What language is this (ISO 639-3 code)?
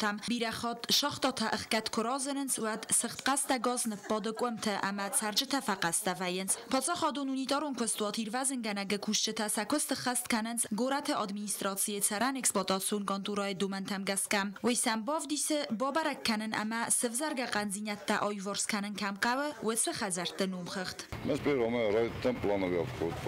oss